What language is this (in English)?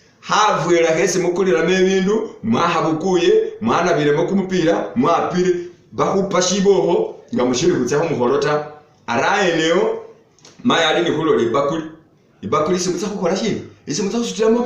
Masaaba